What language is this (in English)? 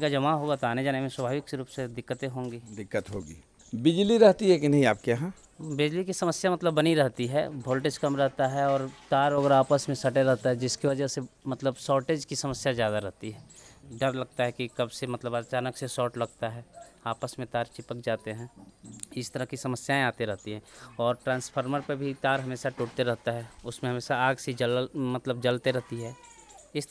Hindi